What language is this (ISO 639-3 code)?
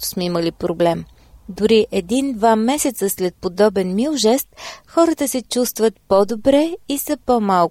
bul